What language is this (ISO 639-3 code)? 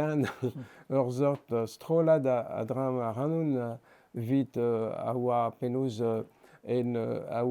bre